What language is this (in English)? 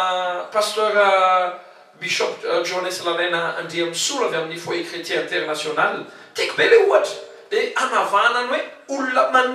Malagasy